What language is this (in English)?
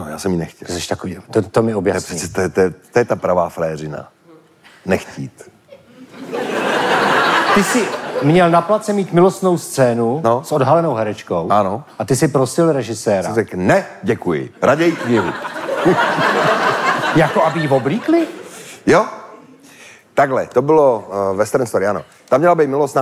Czech